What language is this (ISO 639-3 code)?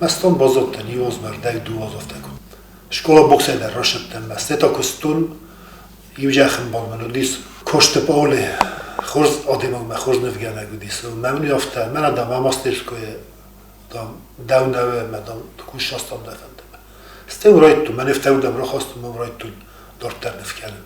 oss